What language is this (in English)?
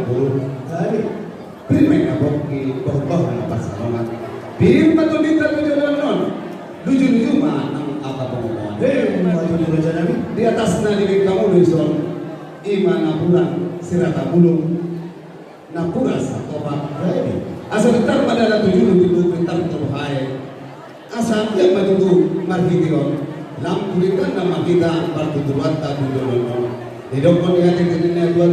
Batak Toba